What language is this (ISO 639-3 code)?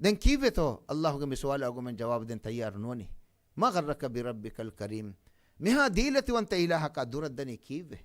div